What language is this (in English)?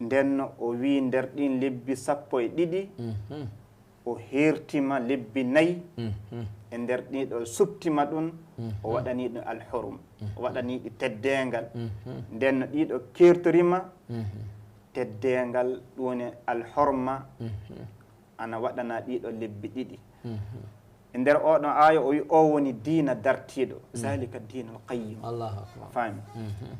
Fula